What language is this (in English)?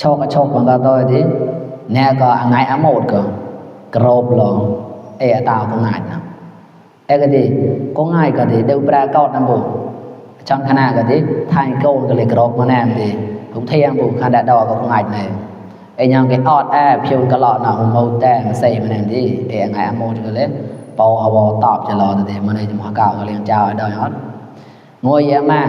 Mon